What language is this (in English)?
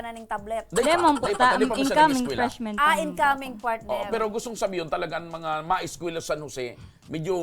Bikol